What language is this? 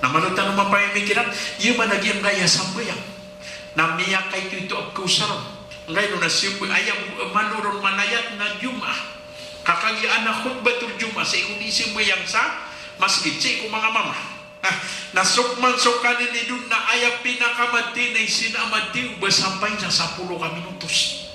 Maranao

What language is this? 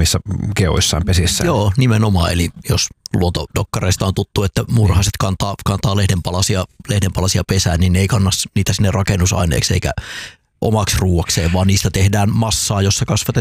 Finnish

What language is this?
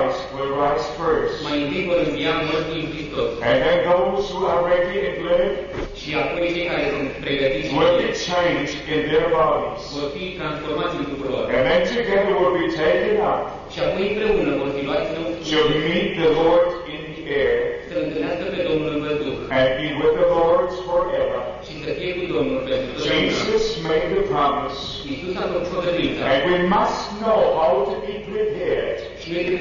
Romanian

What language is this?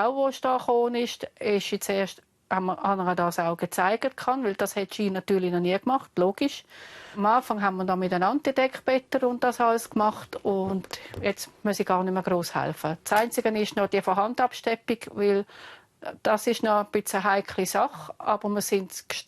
Swiss German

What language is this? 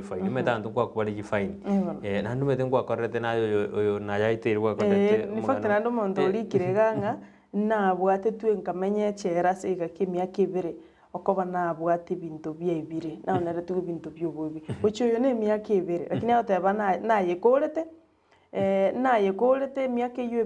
Gusii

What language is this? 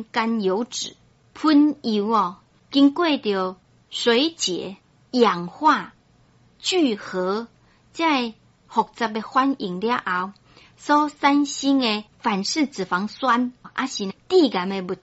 Min Nan Chinese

